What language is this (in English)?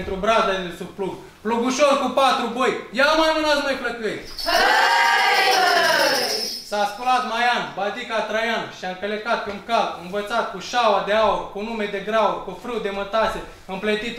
Romanian